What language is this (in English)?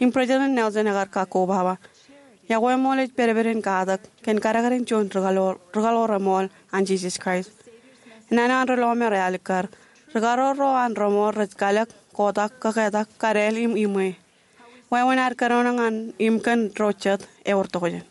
Marshallese